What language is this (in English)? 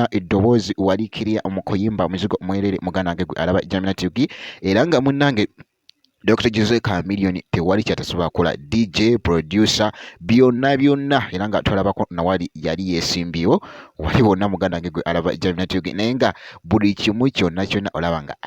Ganda